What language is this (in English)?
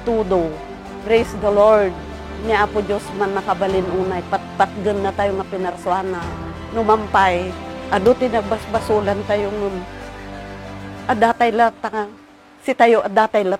Filipino